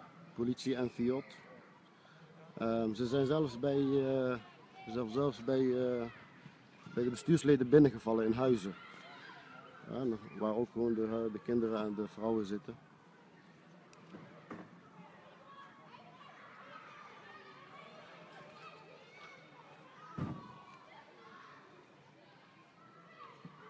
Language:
Dutch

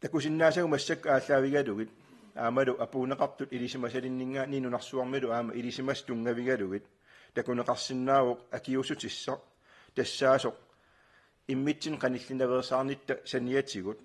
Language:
Kalaallisut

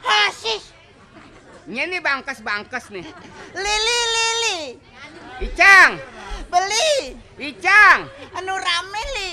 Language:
Balinese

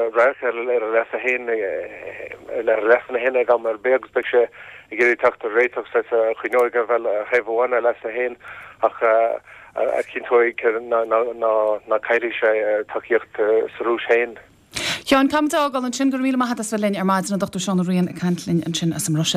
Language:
Irish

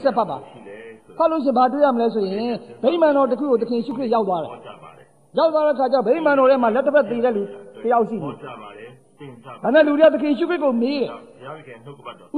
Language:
Burmese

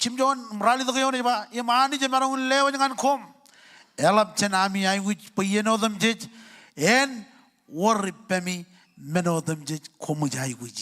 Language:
Marshallese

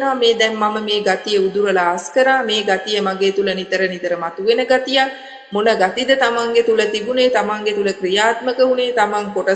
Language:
Sinhala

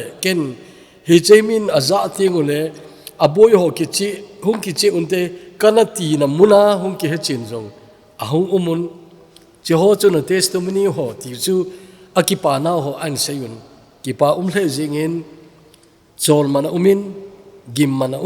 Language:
Thado Chin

